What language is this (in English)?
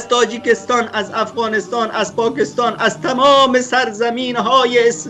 Persian